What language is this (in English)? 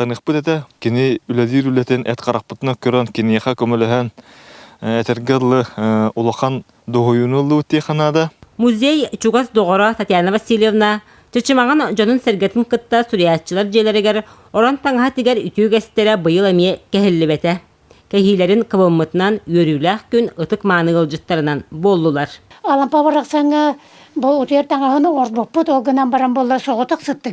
Yakut